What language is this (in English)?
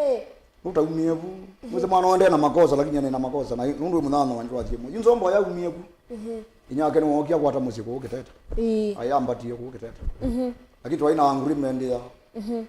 Kamba